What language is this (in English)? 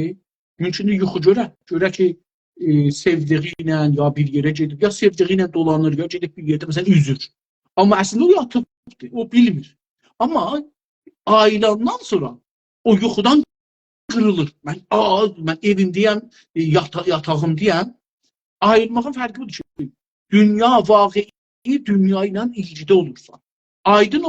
South Azerbaijani